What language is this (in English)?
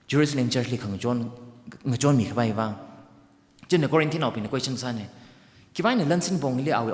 Tangkhul Naga (India)